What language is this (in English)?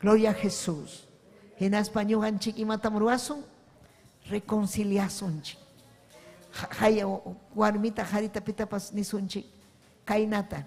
Ayacucho Quechua